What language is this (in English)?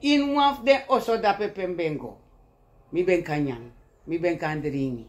Sranan Tongo